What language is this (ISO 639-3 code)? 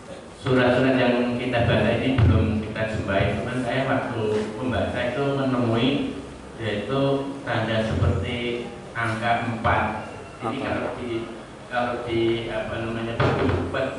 ind